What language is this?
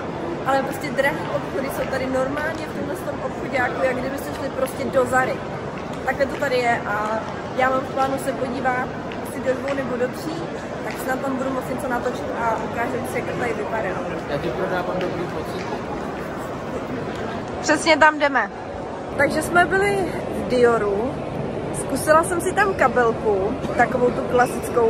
Czech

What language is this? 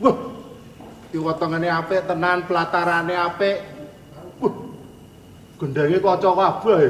Javanese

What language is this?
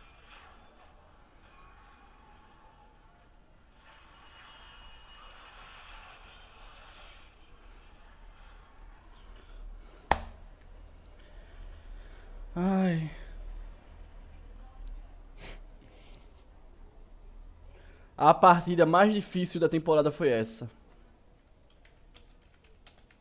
Portuguese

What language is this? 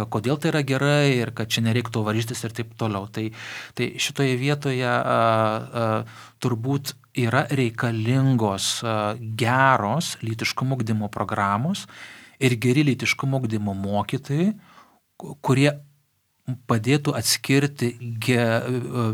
Lithuanian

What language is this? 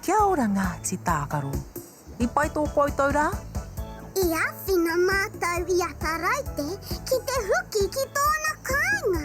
Māori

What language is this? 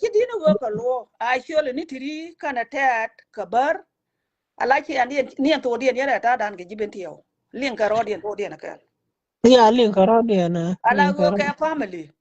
Nuer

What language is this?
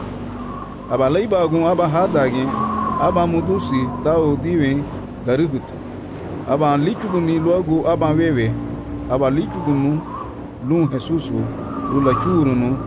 Garifuna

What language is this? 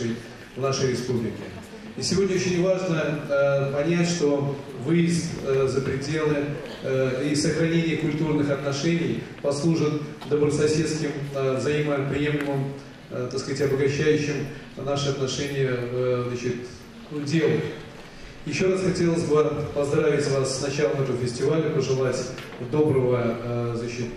Russian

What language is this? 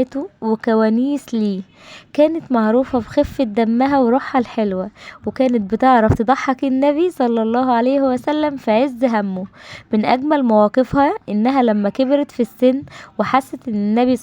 Egyptian Arabic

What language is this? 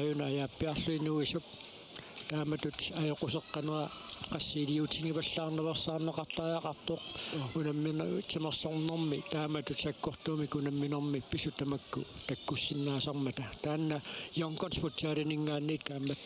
Kalaallisut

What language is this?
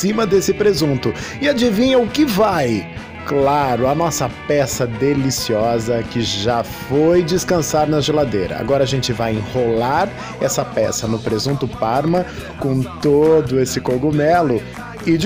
Portuguese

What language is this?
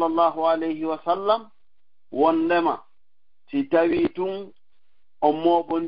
Fula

